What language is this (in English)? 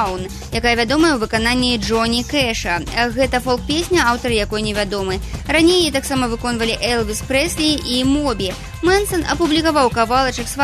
Belarusian